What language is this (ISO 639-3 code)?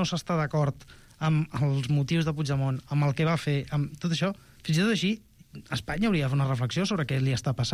cat